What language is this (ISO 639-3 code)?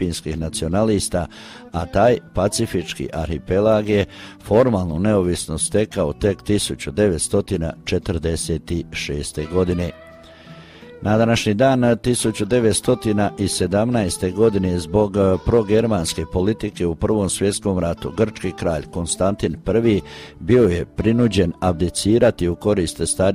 hrv